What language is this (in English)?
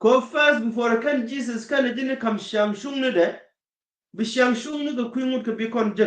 Nuer